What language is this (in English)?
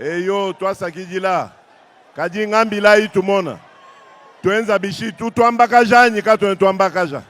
Luba-Lulua